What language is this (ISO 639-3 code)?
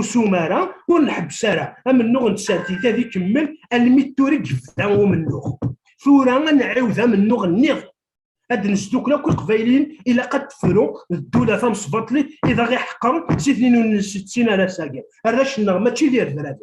kab